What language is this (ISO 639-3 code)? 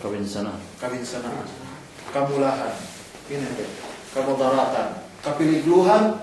yka